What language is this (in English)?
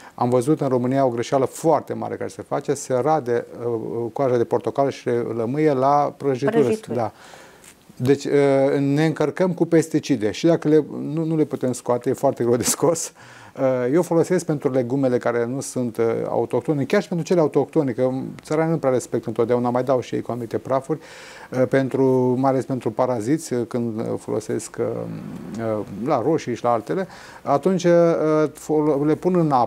Romanian